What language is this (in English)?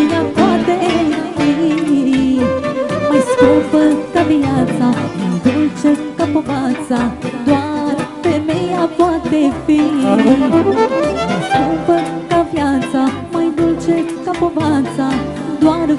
Romanian